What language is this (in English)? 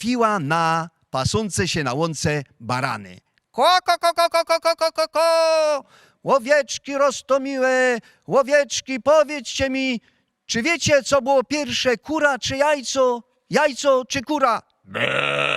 Silesian